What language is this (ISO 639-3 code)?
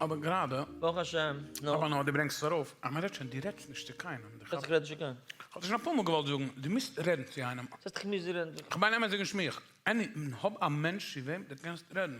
yid